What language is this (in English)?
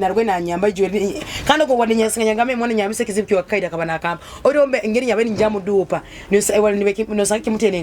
Nyoro